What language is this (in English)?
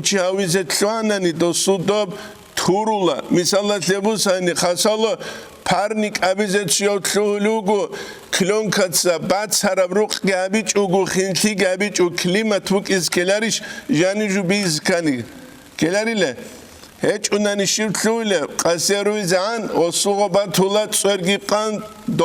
Avaric